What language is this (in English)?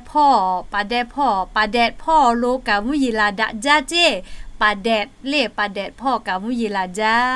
Lahu